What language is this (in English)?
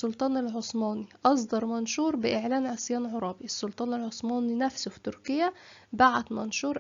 Egyptian Arabic